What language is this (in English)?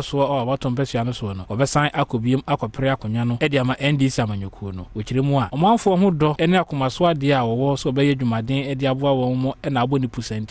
Akan